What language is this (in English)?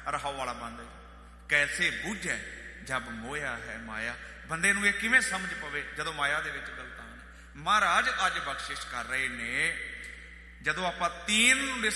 Punjabi